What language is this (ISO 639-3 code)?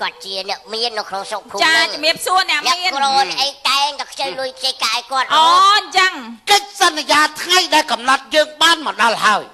khm